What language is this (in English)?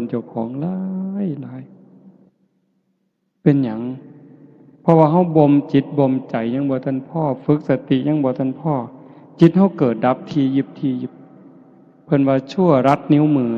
Northeastern Thai